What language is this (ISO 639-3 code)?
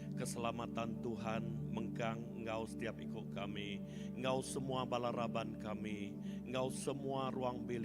iba